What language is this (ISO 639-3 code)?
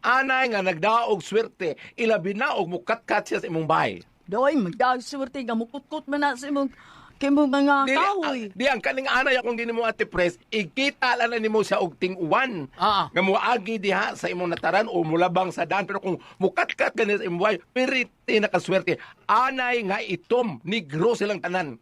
ceb